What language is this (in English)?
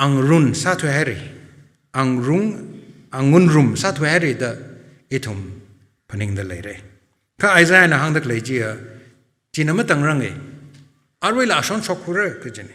Tangkhul Naga (India)